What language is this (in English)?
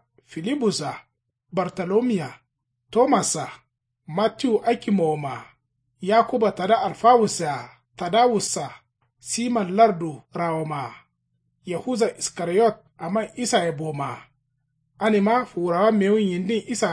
Kanuri